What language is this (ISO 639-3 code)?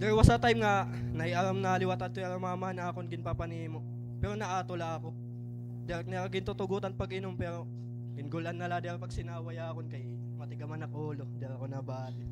war